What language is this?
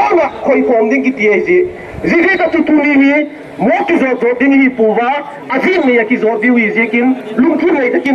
Paite Chin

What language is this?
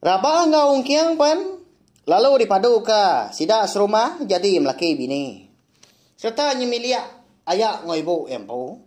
Iban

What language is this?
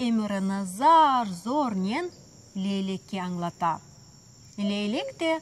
Crimean Tatar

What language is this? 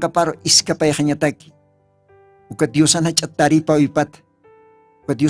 Aymara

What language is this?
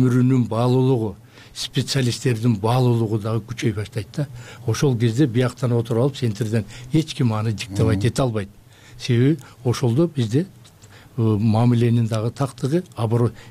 Kyrgyz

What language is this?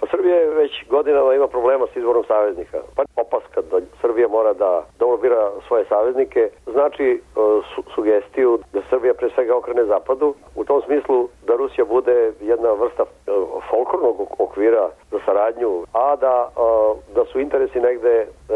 Serbian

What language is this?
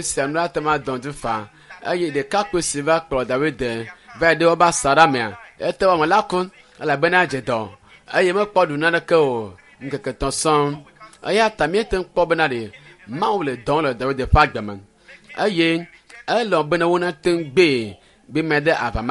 Ewe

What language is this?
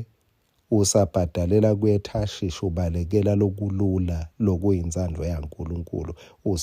Swati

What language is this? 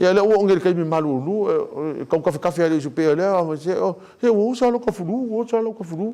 Samoan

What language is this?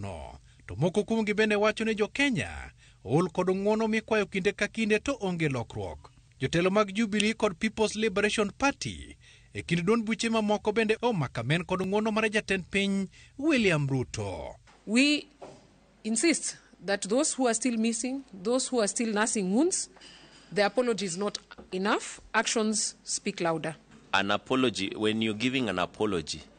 Luo (Kenya and Tanzania)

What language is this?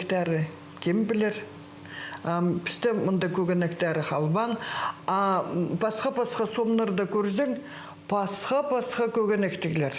Khakas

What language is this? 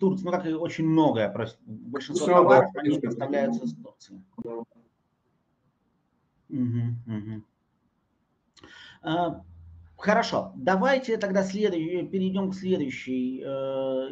Russian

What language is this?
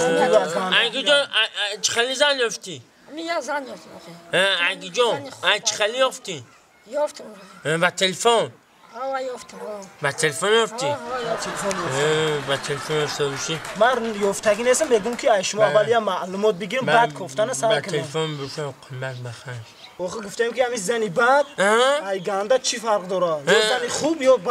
Tajik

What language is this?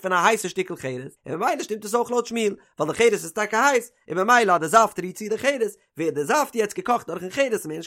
Yiddish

